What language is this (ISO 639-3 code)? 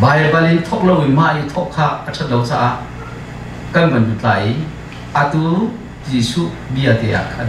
cnh